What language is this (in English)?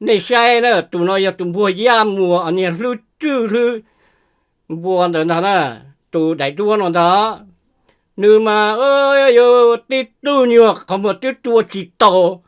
Hmong